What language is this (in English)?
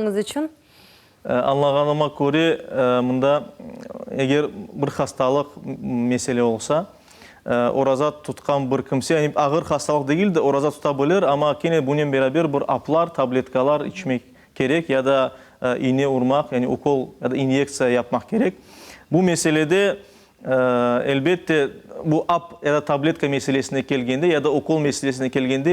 Crimean Tatar